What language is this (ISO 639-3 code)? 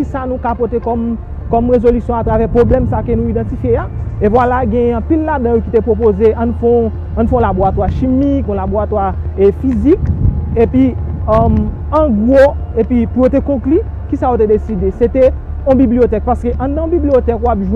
hat